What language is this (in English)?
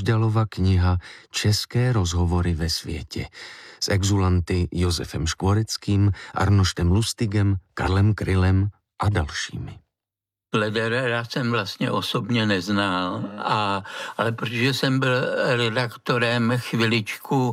Czech